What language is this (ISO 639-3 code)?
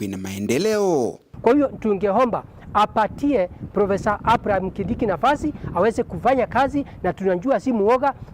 mer